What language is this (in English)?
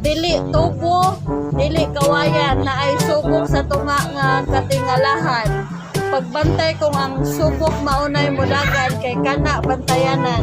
Cebuano